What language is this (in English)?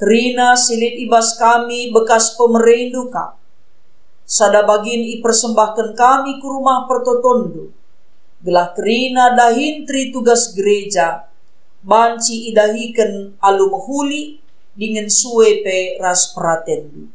Batak Karo